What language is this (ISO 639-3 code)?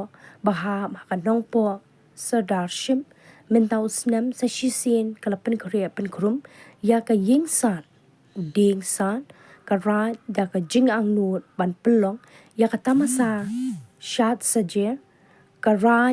kha